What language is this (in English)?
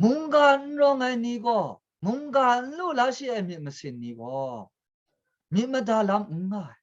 Kachin